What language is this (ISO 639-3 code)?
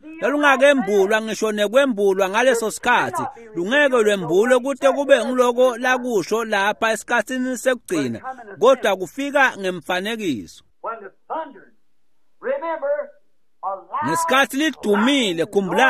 ssw